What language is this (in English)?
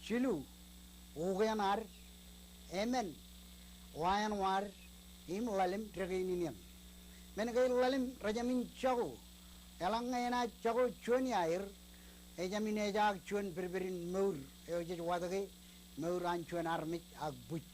Marshallese